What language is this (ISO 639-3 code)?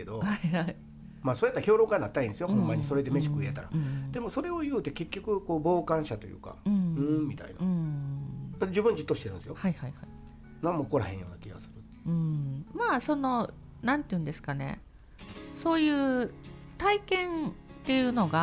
jpn